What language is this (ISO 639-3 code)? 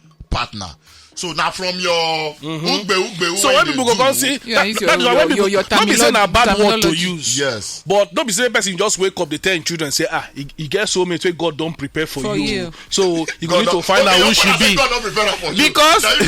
pcm